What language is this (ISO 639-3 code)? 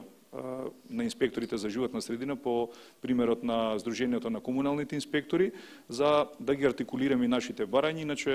mkd